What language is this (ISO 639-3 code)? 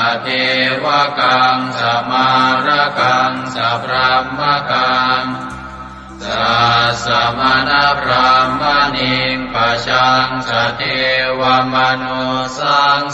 pli